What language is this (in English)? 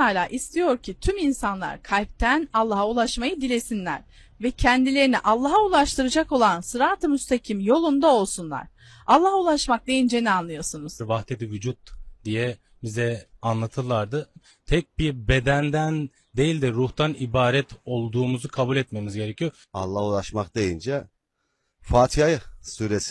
Turkish